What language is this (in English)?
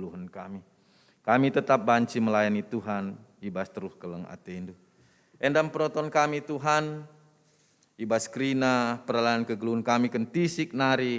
Batak Karo